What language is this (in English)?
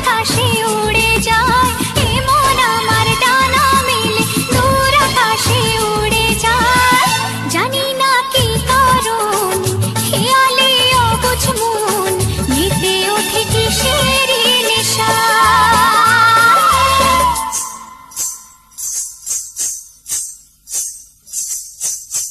Bangla